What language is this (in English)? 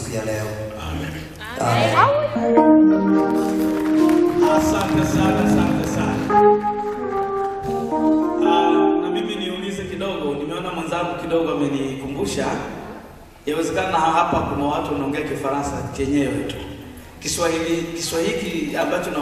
Swahili